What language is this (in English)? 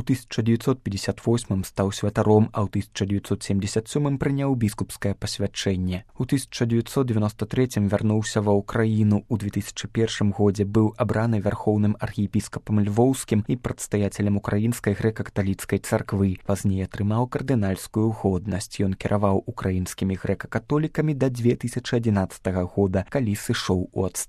Belarusian